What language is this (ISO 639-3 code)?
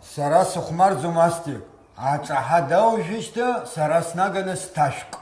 abk